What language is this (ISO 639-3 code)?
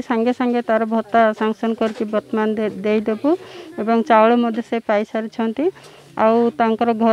ori